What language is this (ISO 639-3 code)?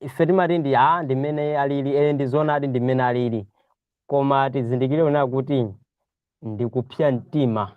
nya